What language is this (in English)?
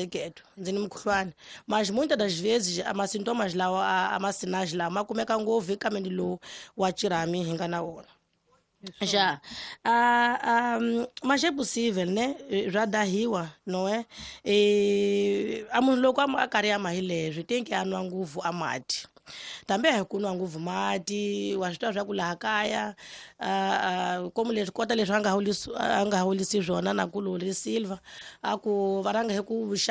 Tsonga